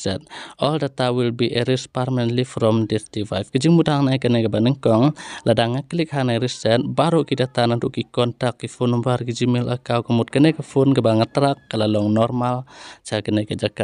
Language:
Khasi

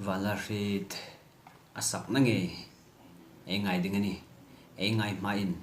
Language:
Hmar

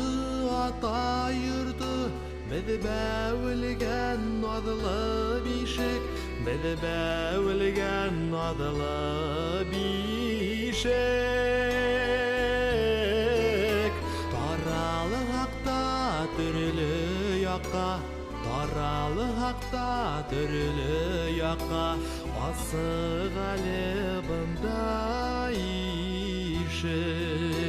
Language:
Bashkir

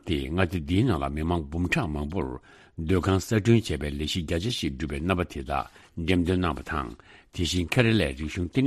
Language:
Tibetan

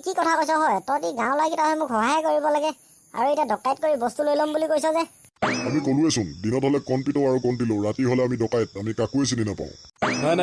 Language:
Assamese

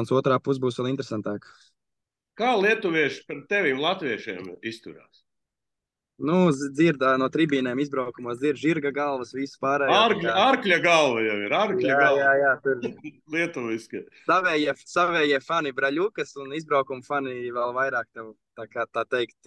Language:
Latvian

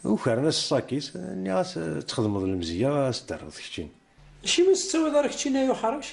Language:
Kabyle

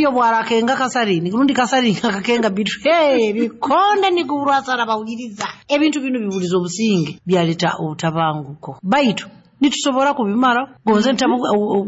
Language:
Nyoro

